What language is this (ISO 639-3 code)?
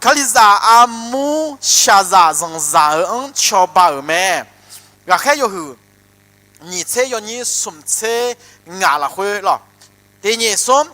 ahk